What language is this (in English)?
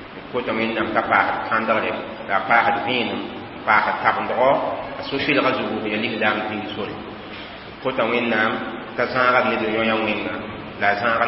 Mossi